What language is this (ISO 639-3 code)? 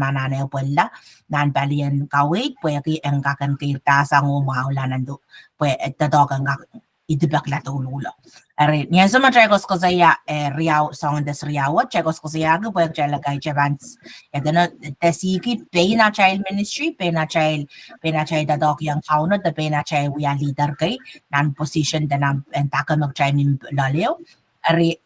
pon